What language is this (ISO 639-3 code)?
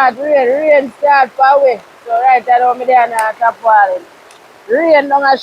jam